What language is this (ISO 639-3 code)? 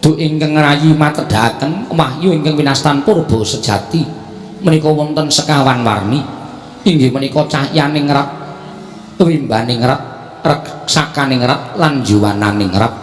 jav